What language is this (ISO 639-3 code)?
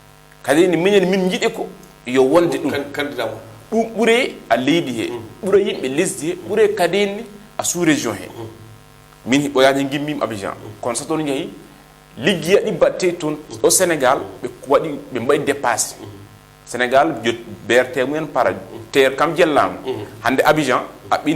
ful